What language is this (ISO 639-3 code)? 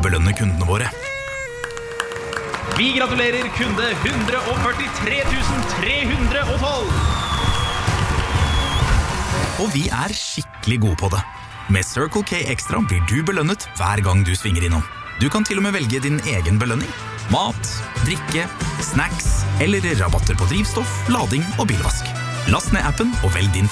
nor